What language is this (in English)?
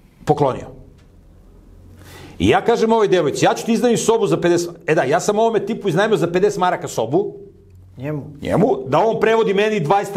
Serbian